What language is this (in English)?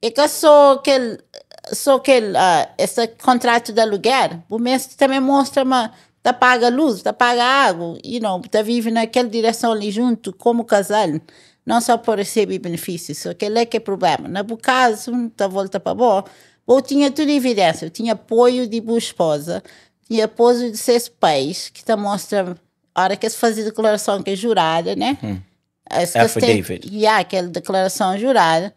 Kabuverdianu